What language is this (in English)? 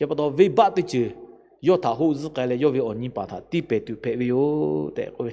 Lahu